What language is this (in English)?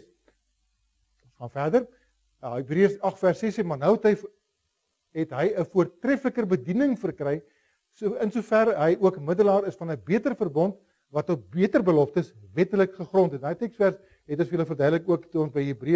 Afrikaans